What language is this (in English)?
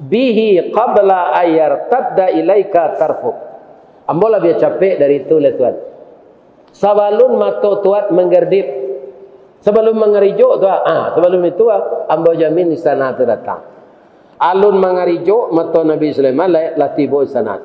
Minangkabau